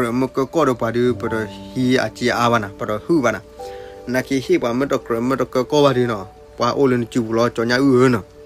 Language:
S'gaw Karen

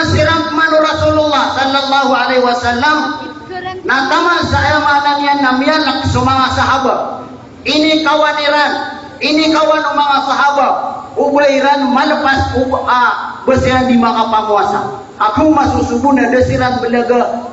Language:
Maranao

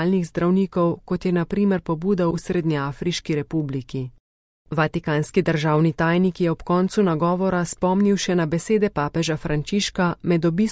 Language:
Slovenian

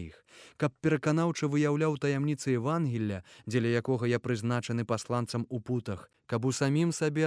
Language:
Belarusian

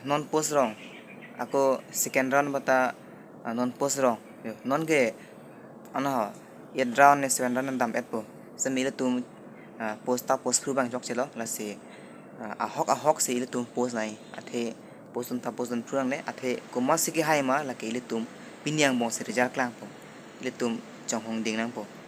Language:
Karbi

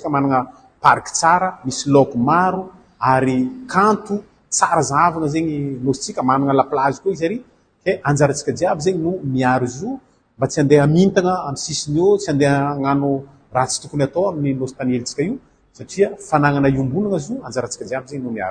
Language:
Malagasy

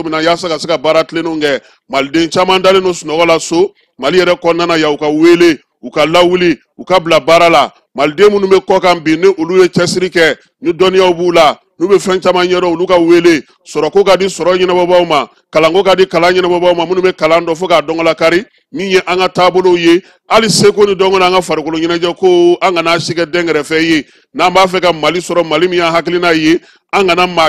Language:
Bambara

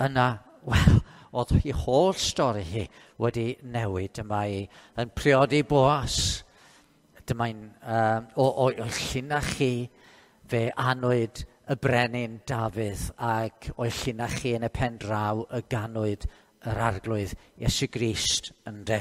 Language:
Welsh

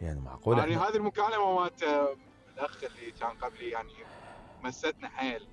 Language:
Mesopotamian Arabic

